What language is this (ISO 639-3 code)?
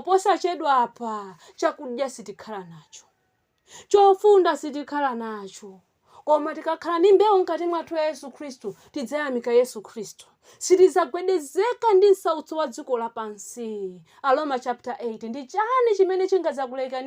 nya